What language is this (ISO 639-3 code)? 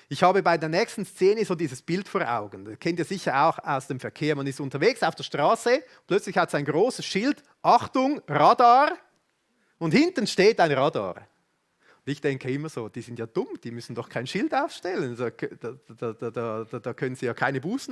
gsw